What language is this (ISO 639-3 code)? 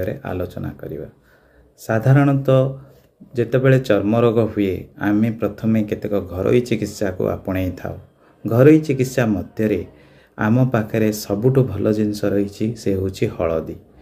ori